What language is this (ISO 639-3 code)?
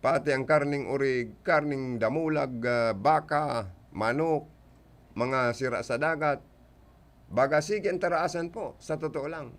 bik